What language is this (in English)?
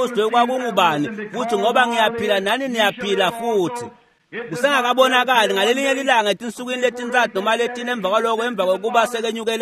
Swati